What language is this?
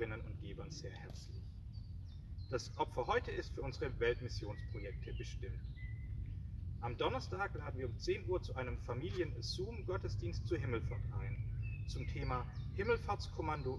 German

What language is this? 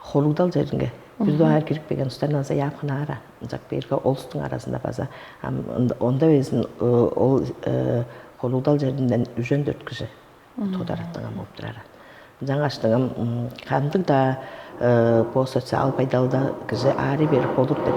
Tuvinian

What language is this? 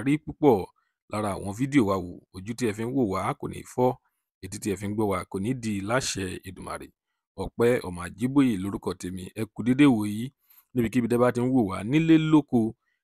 Yoruba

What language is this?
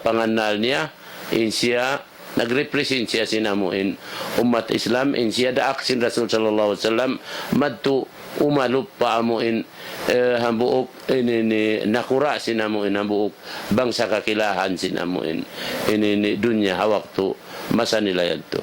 Tausug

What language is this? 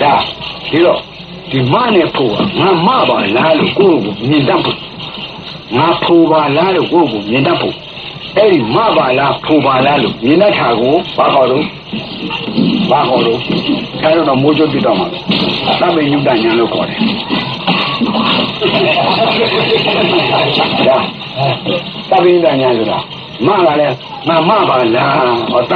Burmese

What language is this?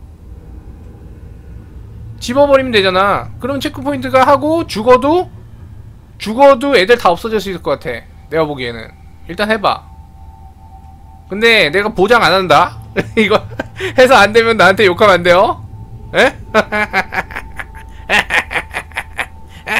Korean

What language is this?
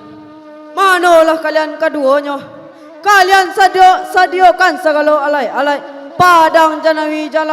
Minangkabau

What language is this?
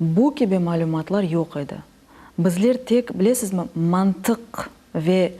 Crimean Tatar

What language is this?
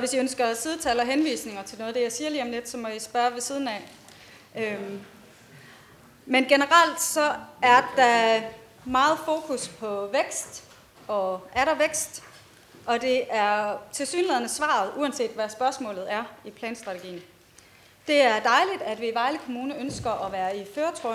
Danish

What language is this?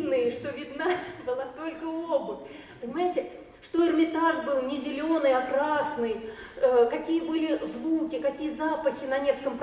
Russian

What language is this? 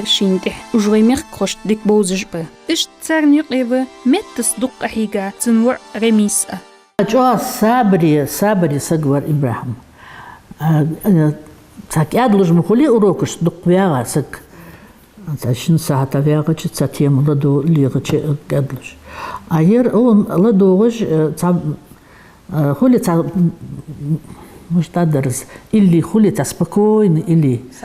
Ingush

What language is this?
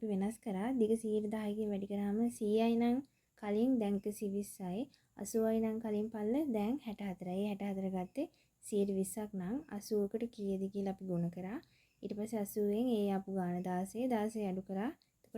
Sinhala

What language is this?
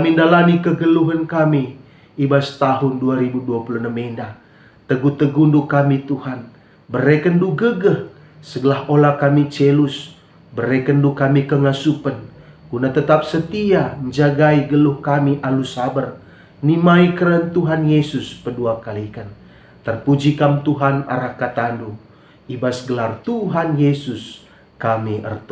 Batak Karo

